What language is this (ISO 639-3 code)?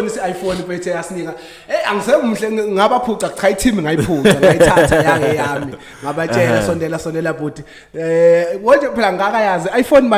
zul